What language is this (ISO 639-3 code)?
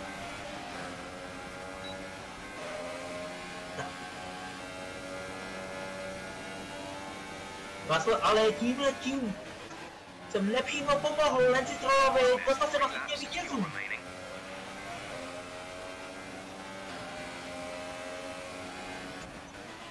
ces